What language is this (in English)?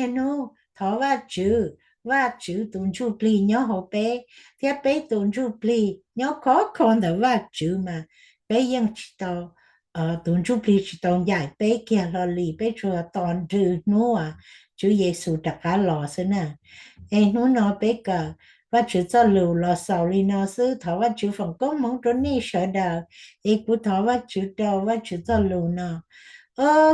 Hmong